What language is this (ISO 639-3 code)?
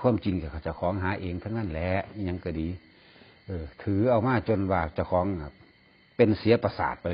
tts